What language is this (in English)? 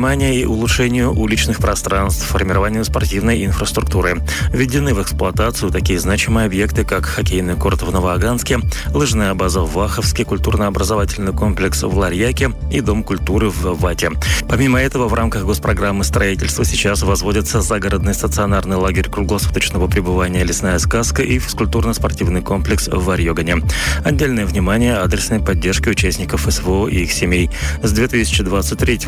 Russian